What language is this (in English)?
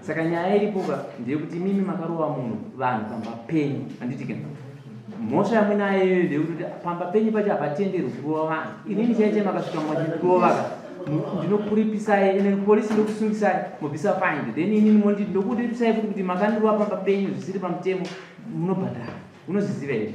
Shona